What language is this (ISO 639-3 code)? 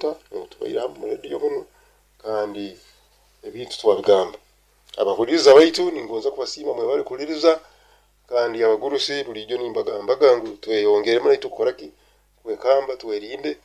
nyo